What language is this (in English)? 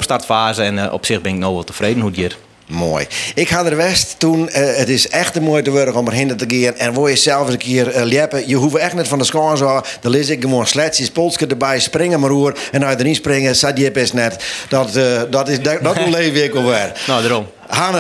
Western Frisian